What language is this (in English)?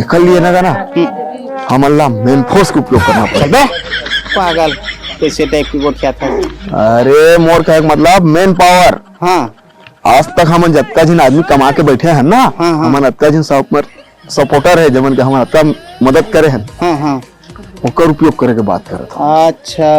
Chhattisgarhi